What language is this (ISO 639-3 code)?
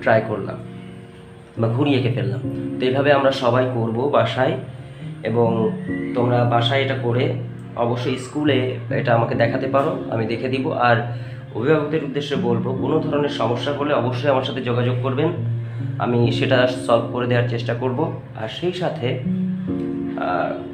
ben